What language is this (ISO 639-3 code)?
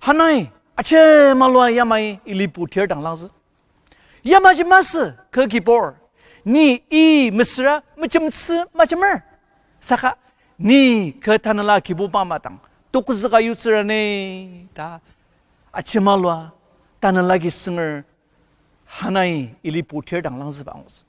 njo